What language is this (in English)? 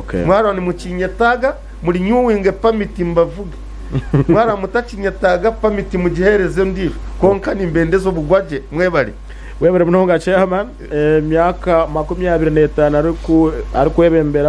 Nyankole